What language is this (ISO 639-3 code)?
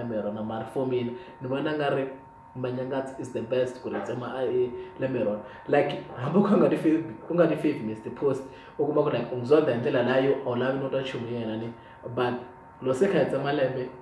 tso